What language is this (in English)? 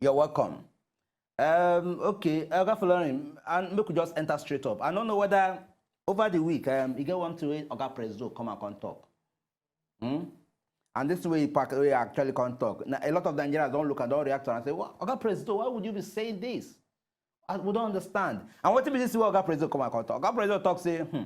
Nigerian Pidgin